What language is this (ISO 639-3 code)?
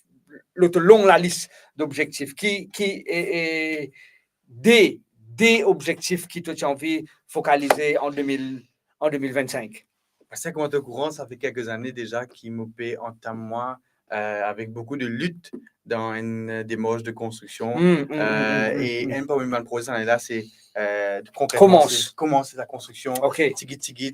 mfe